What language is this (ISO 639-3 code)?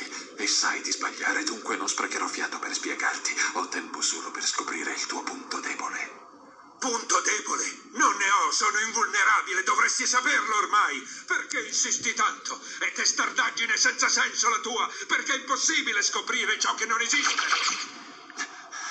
ita